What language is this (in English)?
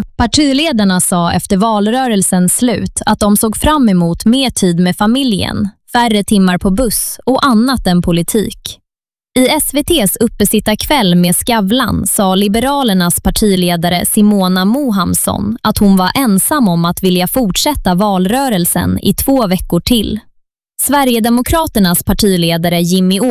Swedish